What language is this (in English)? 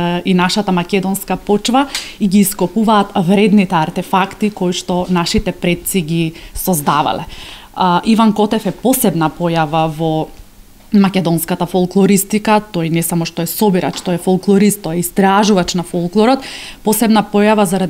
Macedonian